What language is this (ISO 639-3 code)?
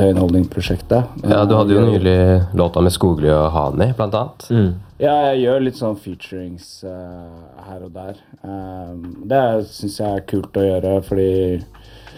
nor